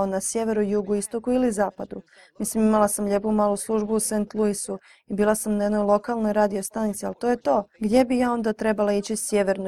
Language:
Croatian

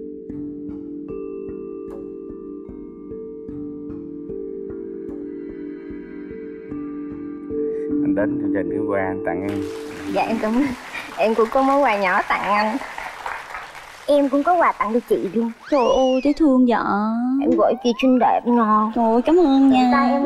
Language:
Vietnamese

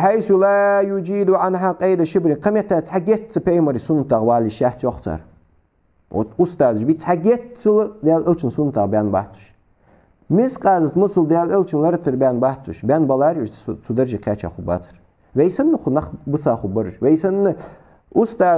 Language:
Ingush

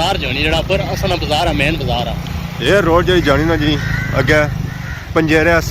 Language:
Pahari-Potwari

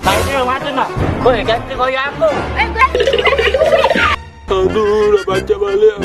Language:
Musi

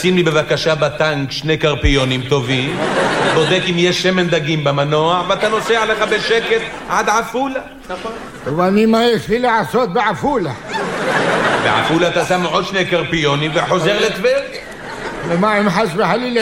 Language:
Hebrew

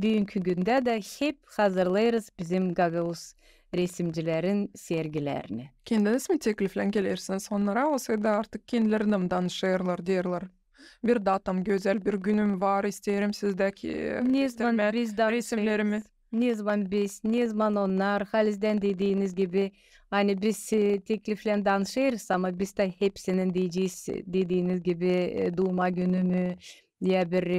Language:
Gagauz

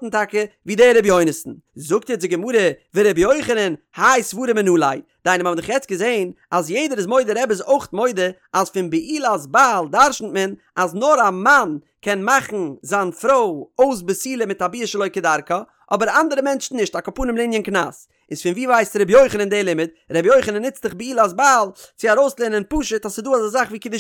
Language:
Yiddish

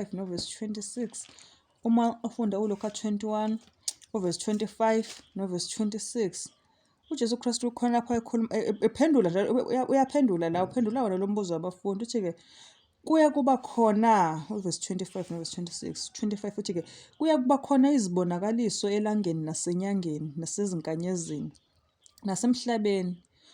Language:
Zulu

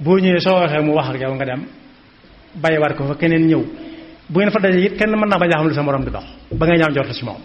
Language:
Wolof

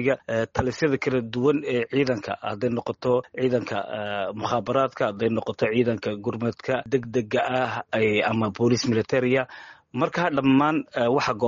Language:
Somali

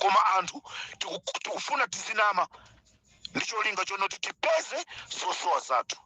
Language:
Nyanja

